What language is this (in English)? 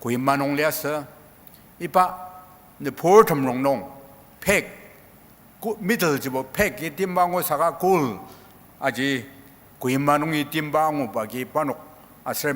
Ao Naga